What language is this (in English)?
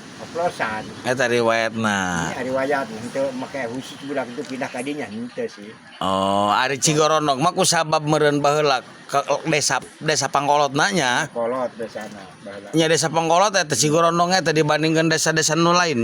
Sundanese